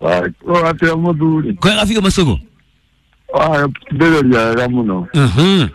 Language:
Kikuyu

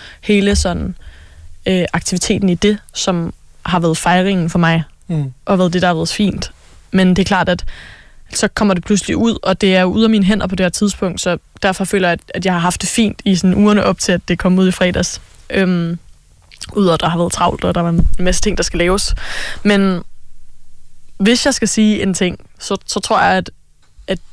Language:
Danish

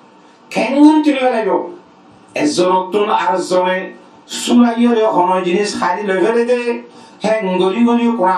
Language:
Rohingya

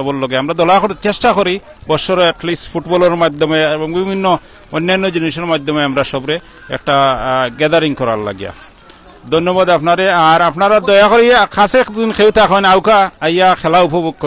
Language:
Sylheti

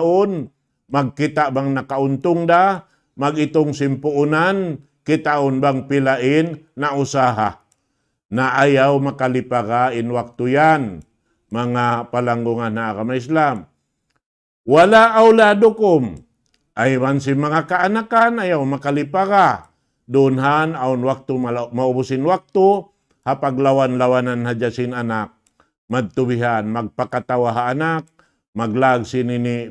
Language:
Tausug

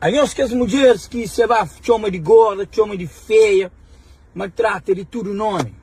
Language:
Kabuverdianu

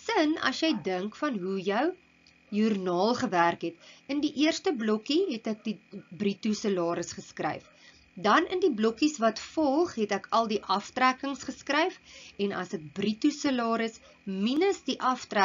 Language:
Afrikaans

